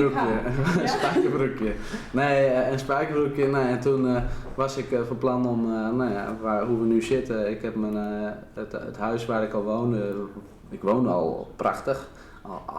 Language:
Western Frisian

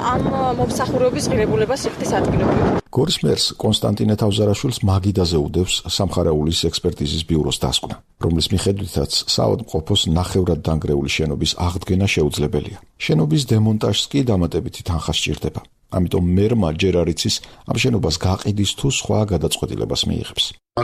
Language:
Georgian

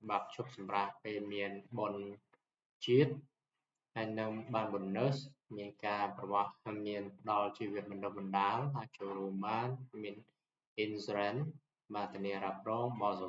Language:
Khmer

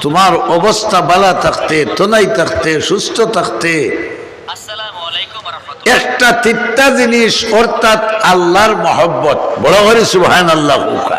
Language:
Sylheti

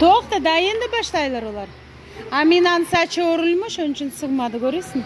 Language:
Crimean Tatar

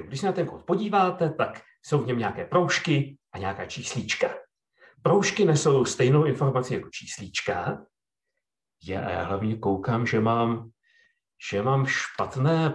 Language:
Czech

